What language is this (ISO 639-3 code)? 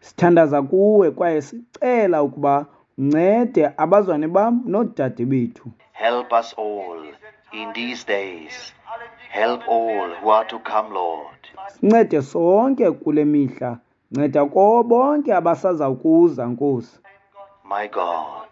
xho